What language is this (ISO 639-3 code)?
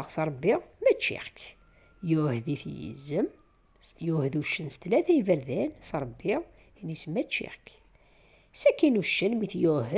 kab